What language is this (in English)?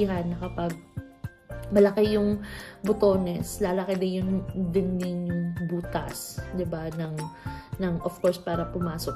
Filipino